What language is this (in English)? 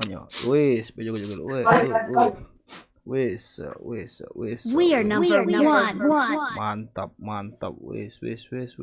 Minangkabau